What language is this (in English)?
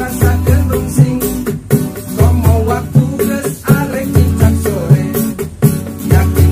Sundanese